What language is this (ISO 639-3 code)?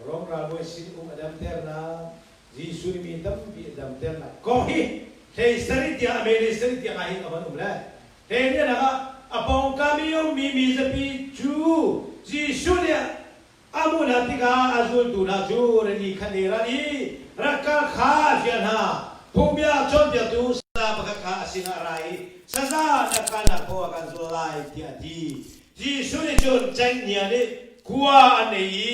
cnh